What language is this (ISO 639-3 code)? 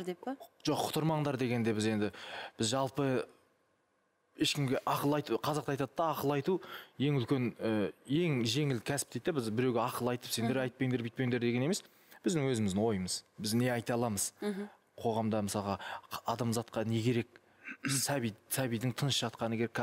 kaz